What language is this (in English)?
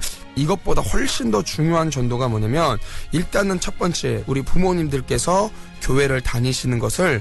Korean